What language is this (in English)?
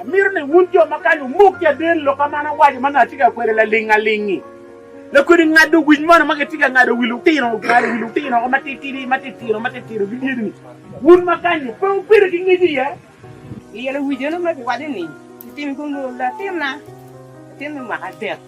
Acoli